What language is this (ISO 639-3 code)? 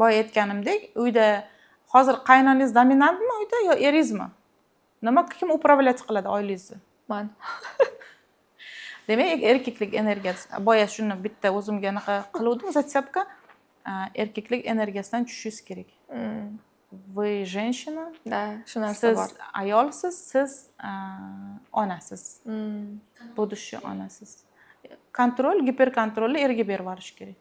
uzb